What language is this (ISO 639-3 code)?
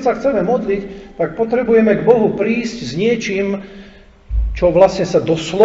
slk